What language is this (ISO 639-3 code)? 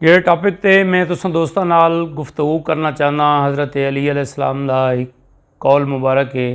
skr